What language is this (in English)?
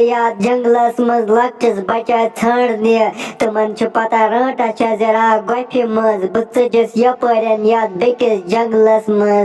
Kashmiri